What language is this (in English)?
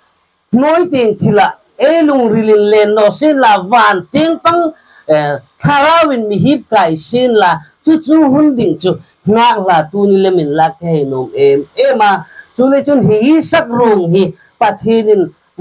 Hmar